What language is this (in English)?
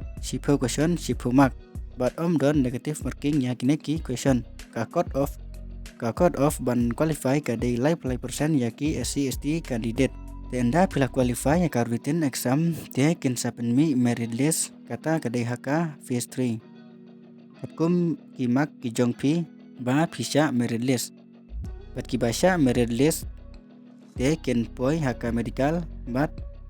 Khasi